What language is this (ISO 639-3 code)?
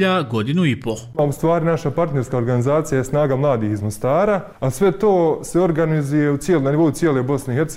bos